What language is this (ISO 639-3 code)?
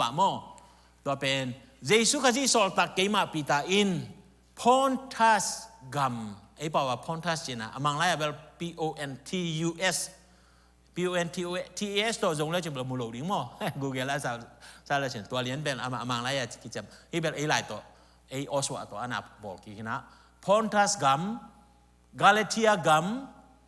ctd